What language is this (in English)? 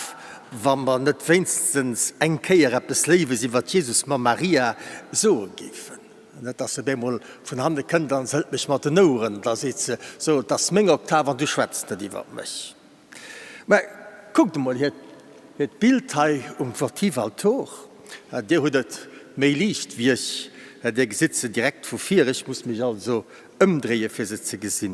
Luxembourgish